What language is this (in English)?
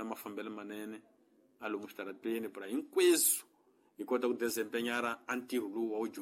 Tsonga